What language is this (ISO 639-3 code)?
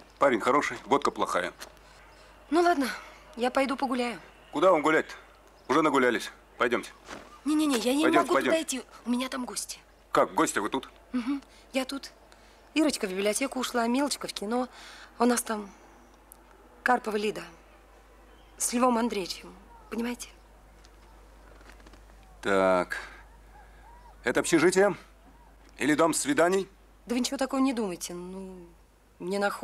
rus